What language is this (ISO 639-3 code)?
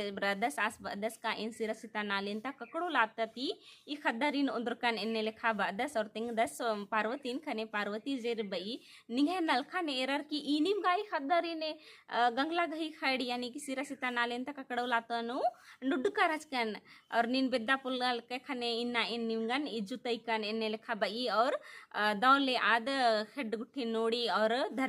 kru